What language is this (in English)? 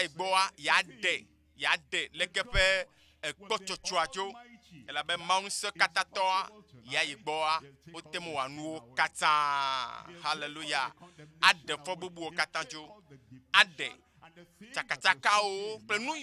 Ewe